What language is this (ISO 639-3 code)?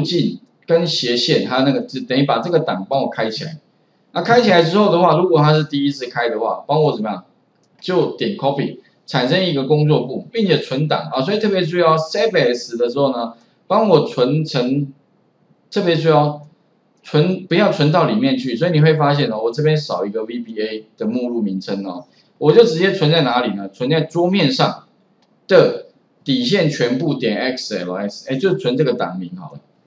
zho